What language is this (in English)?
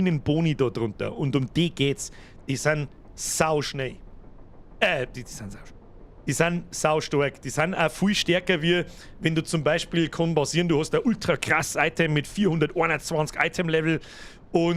Bavarian